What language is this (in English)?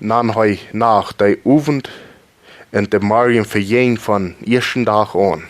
Plautdietsch